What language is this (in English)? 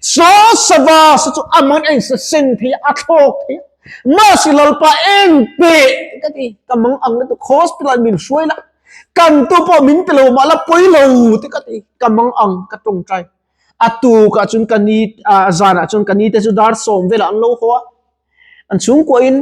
Mizo